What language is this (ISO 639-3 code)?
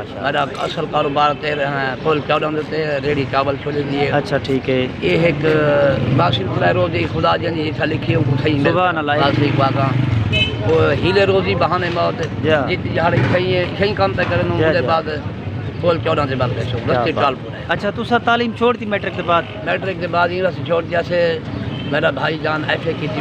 skr